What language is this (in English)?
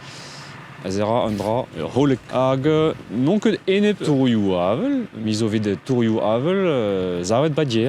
Breton